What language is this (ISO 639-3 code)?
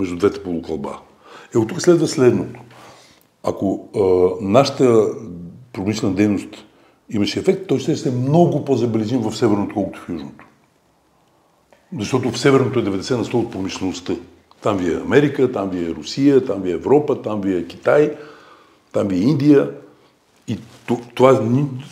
bul